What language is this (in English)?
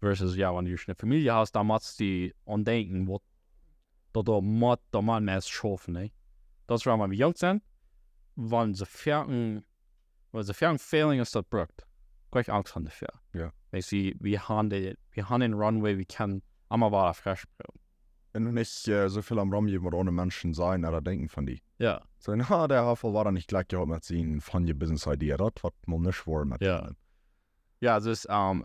Plautdietsch